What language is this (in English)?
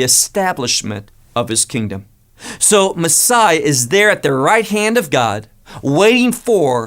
English